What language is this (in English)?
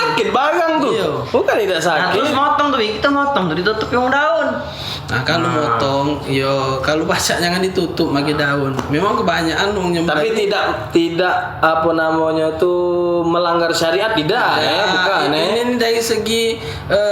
Musi